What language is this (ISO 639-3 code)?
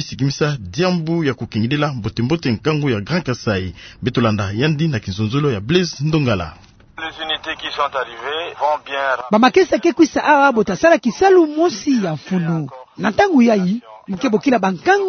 ktu